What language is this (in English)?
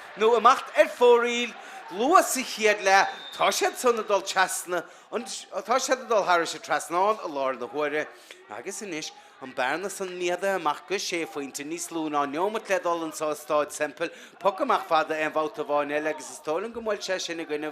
Irish